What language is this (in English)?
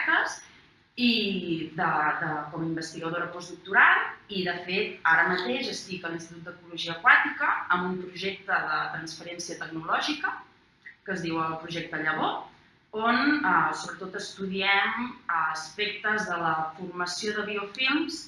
Catalan